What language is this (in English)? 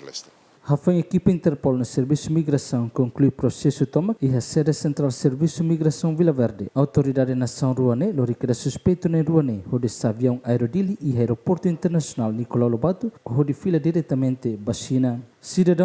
Tetum